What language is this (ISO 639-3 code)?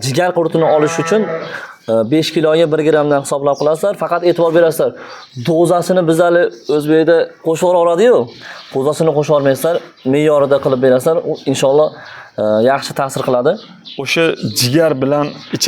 uzb